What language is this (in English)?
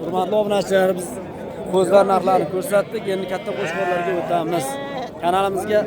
Uzbek